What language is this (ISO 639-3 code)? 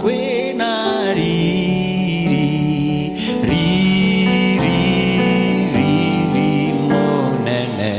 kik